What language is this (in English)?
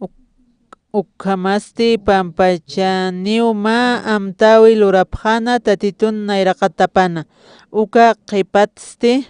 Aymara